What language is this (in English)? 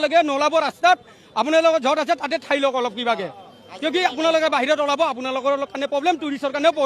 Assamese